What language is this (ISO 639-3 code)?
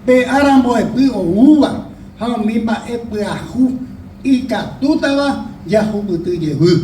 grn